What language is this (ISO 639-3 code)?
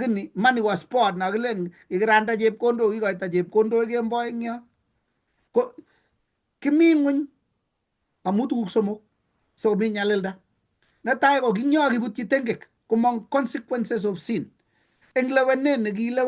kln